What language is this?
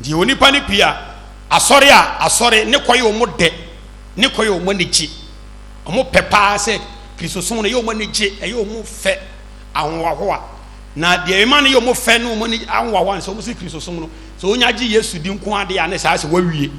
Akan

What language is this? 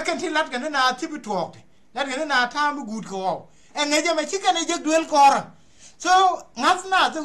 Nuer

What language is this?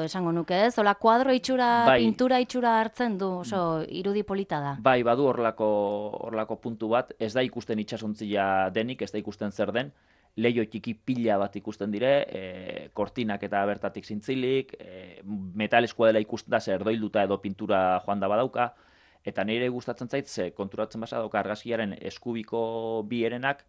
Basque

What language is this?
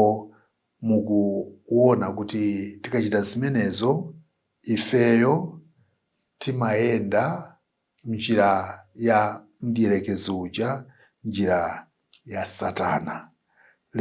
Nyanja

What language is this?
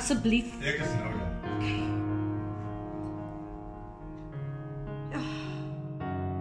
Afrikaans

